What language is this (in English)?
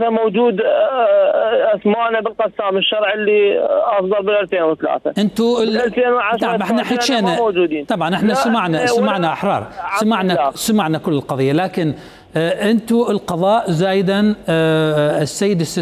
Mesopotamian Arabic